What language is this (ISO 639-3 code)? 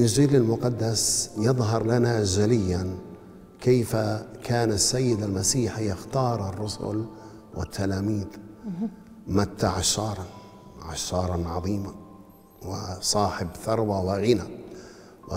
ara